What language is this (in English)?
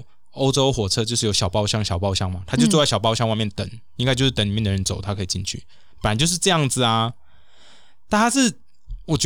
Chinese